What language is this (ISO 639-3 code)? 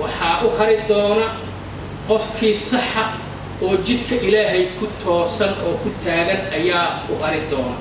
som